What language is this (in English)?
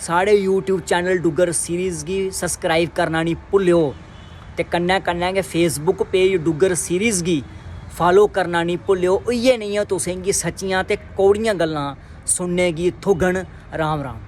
Dogri